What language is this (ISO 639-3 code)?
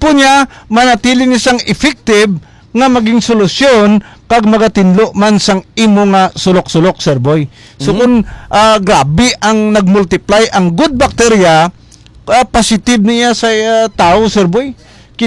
hil